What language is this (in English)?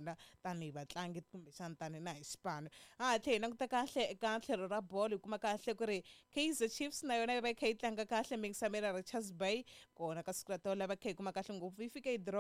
Tsonga